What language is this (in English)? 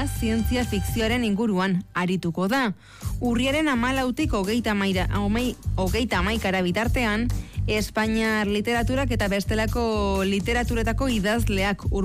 Basque